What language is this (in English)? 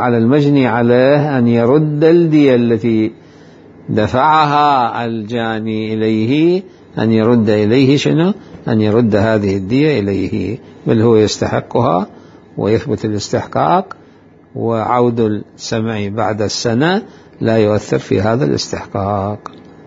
Mesopotamian Arabic